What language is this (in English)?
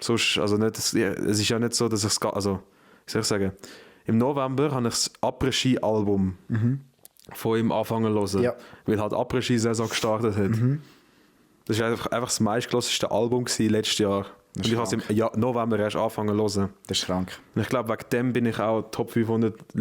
Swiss German